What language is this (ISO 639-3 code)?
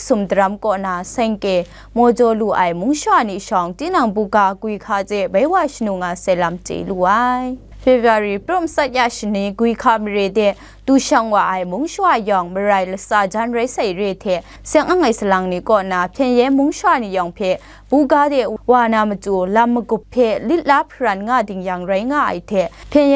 kac